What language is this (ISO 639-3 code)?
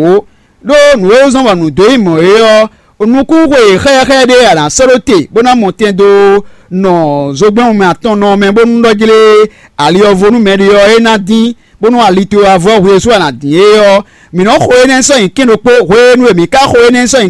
fon